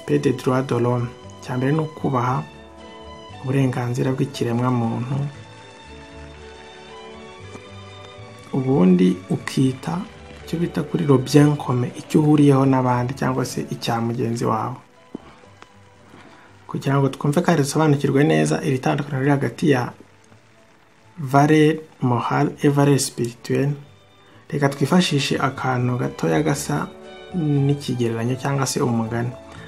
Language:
Kinyarwanda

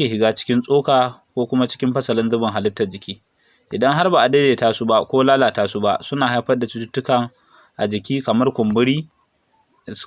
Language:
Hausa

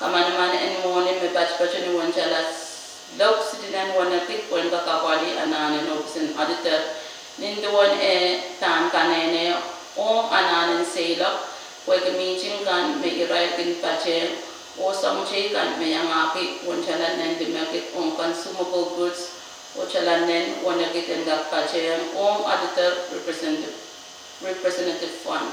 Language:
Pohnpeian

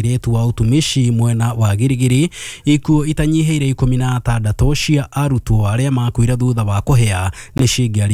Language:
Kikuyu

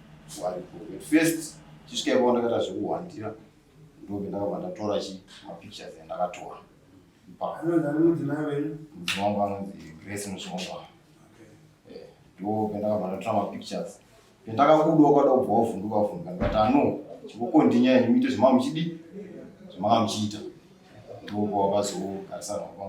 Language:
Shona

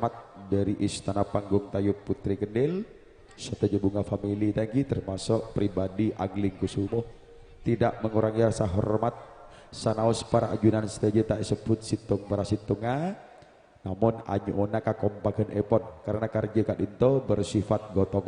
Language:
Madurese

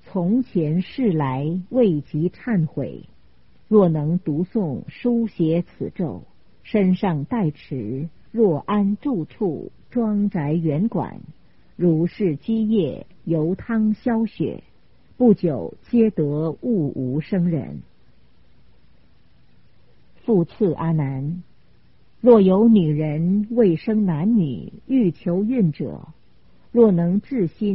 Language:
Chinese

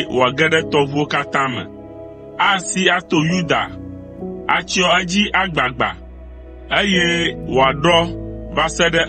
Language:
Ewe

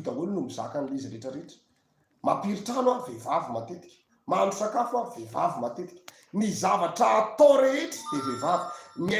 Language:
Malagasy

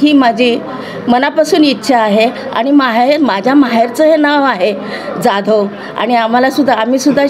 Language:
Marathi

